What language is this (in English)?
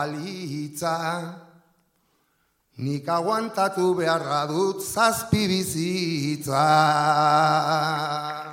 Basque